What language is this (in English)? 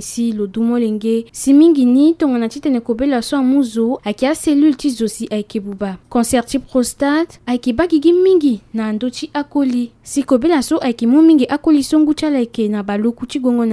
Sango